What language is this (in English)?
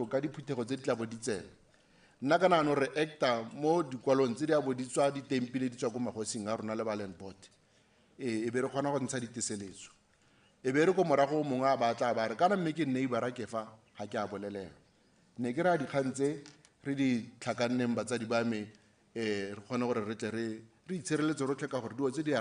Tswana